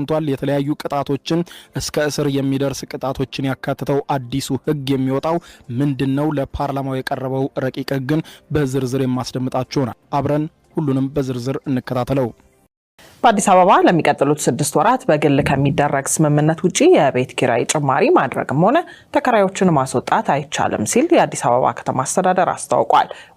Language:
Amharic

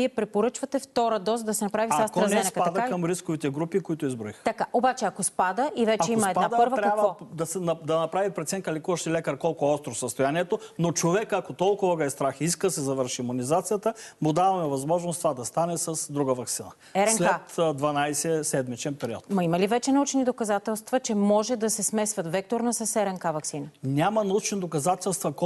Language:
Bulgarian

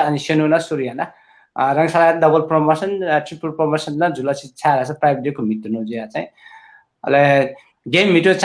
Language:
Newari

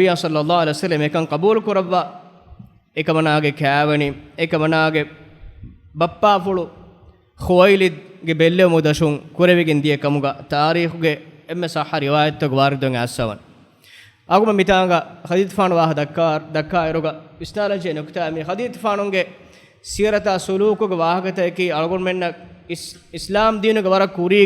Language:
Divehi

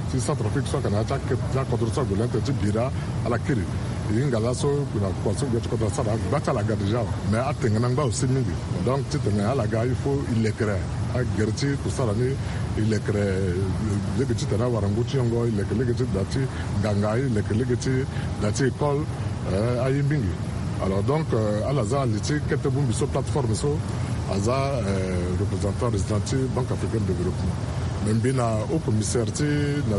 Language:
Sango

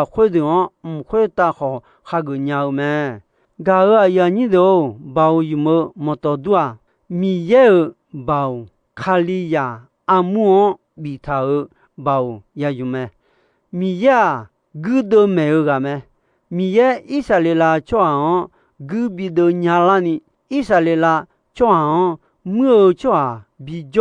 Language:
Akha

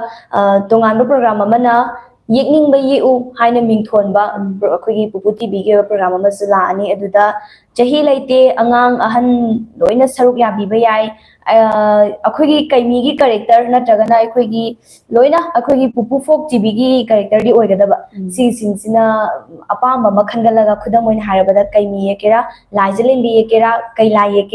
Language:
Manipuri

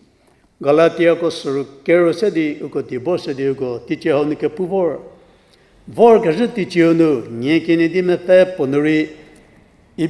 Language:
Angami Naga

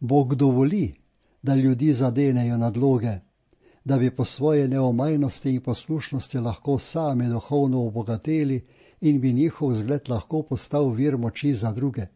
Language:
Slovenian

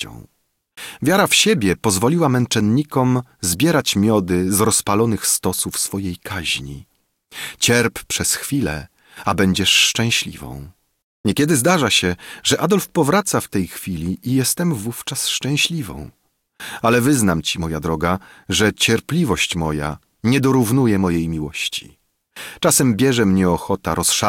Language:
Polish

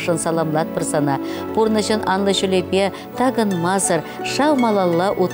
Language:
Chuvash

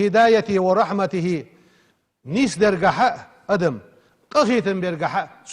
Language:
Ingush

